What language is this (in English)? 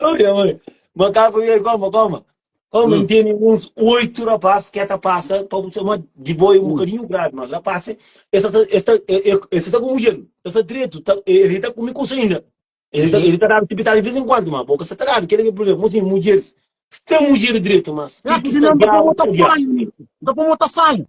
Kabuverdianu